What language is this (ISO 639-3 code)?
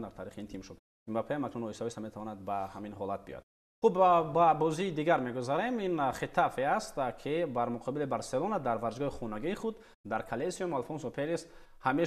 tgk